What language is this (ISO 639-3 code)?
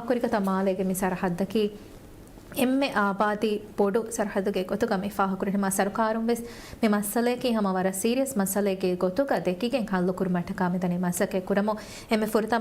div